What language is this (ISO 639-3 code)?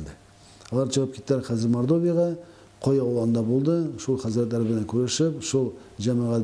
tat